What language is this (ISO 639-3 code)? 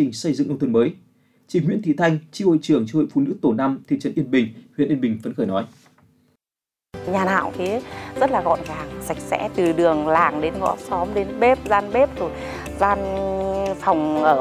vie